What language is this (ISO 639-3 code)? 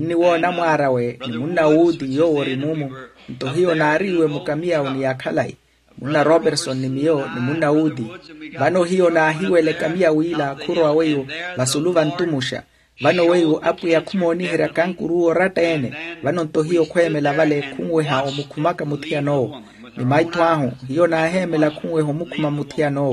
vmw